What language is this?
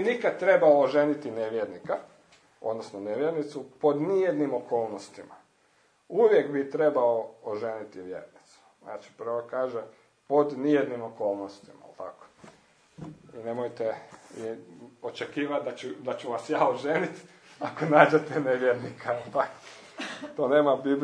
Croatian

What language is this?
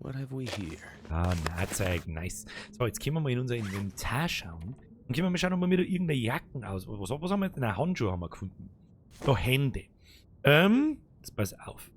Bavarian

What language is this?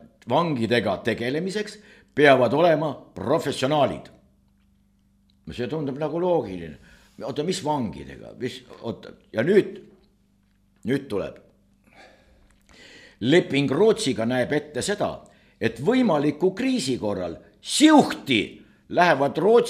Estonian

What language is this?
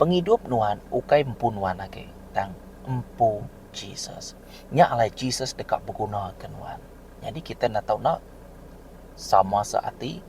Iban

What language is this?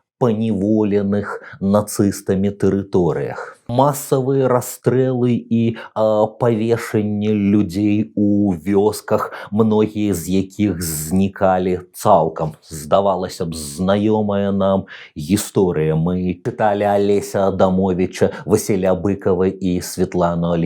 Belarusian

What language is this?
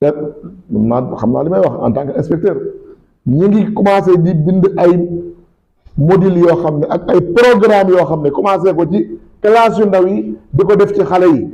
Wolof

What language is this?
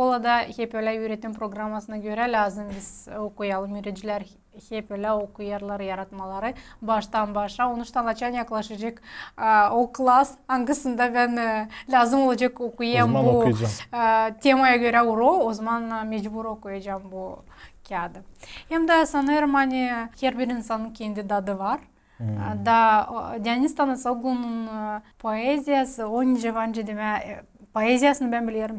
Gagauz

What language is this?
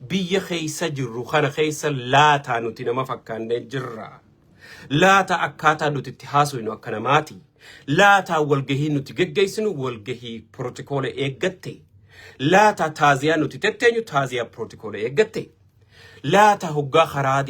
Oromo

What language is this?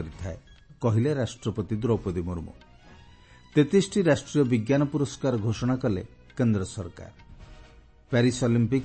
Odia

